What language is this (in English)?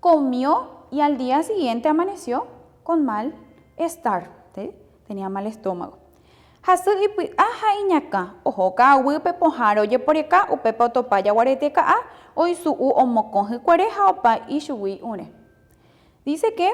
Guarani